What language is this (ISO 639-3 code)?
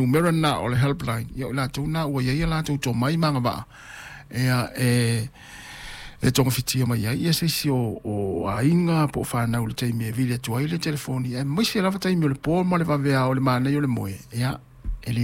smo